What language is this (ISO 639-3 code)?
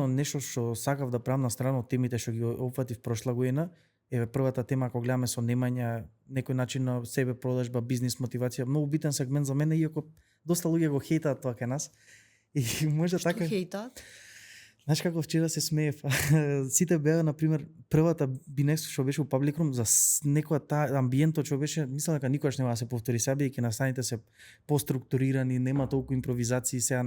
mkd